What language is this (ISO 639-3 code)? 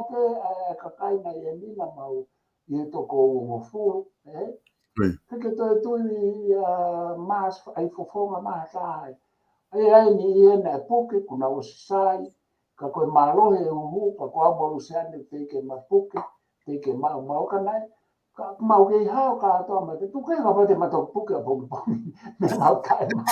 ton